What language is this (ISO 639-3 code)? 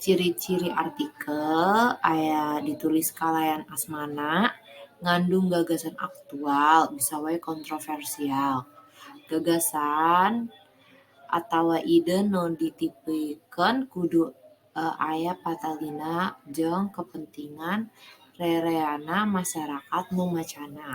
sun